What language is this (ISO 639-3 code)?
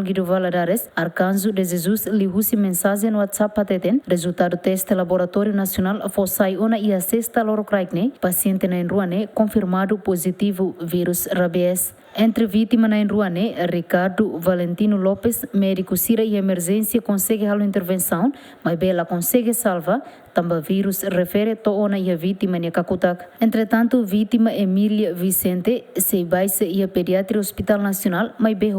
tet